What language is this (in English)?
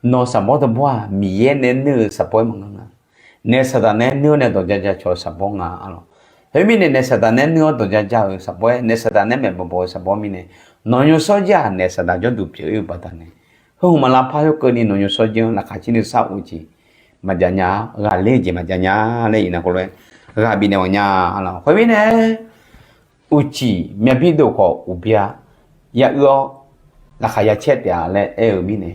Akha